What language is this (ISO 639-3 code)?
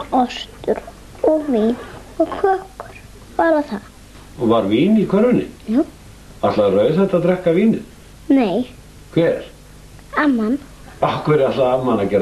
isl